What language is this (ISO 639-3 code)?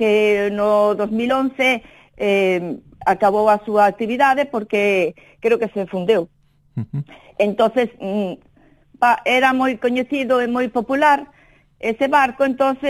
glg